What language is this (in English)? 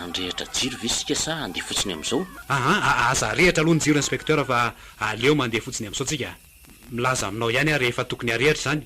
Malagasy